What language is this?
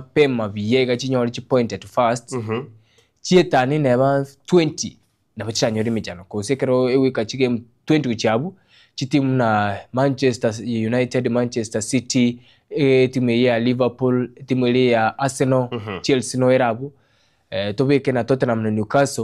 Gusii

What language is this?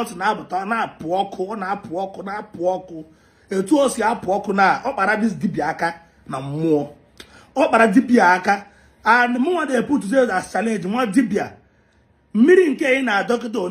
Igbo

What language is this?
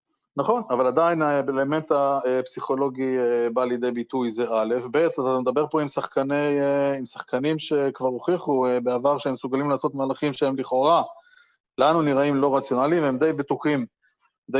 Hebrew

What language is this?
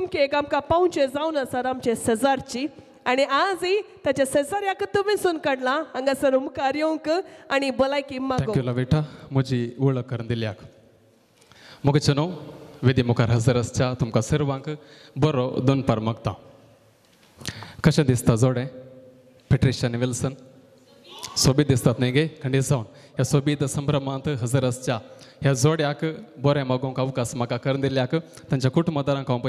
Konkani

